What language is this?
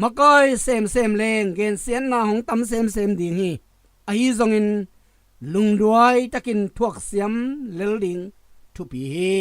Tedim Chin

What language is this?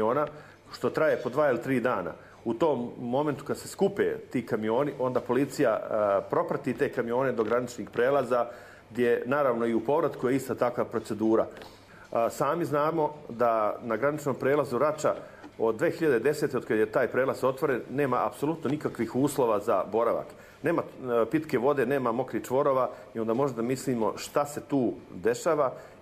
Croatian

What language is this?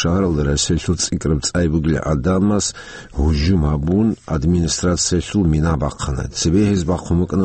Avaric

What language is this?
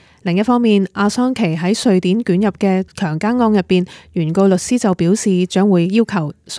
Cantonese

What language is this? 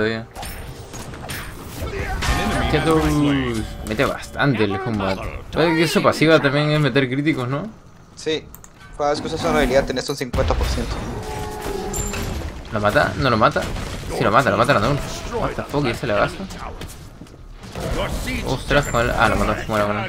Spanish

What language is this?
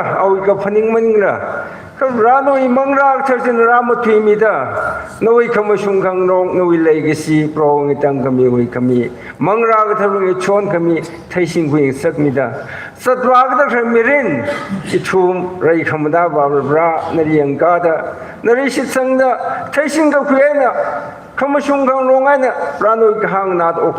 Tangkhul Naga (India)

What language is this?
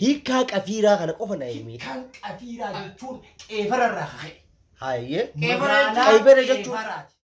Oromo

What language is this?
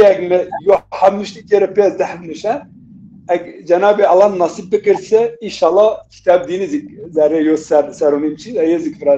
Zaza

